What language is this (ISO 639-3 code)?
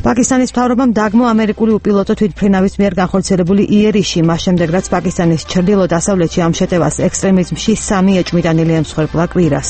kat